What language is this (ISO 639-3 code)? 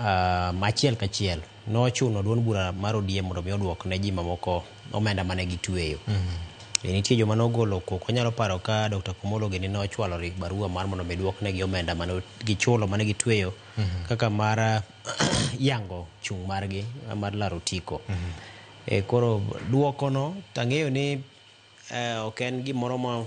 luo